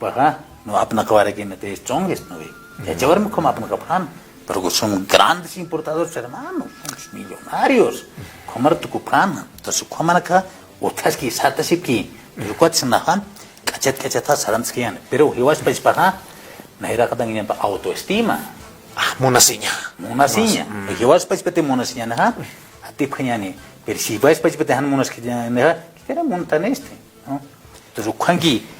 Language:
Aymara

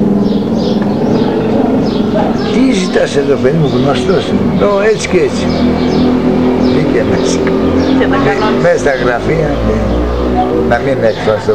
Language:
Greek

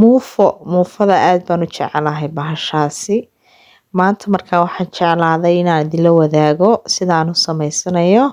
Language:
Somali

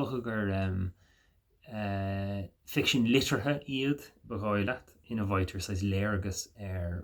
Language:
Irish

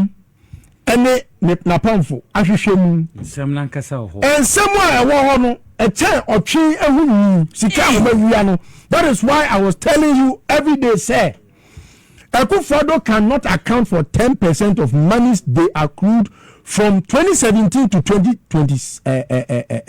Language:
Akan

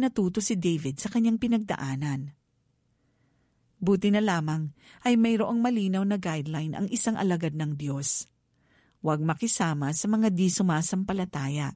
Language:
Filipino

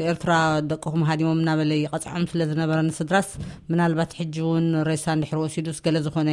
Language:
Tigrinya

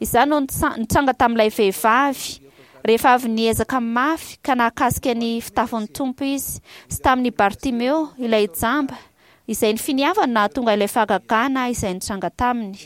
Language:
Malagasy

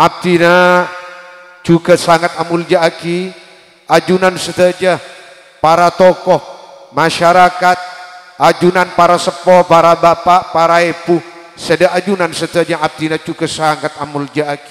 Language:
Madurese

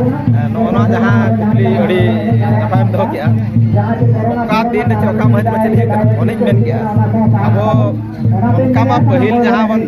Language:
Santali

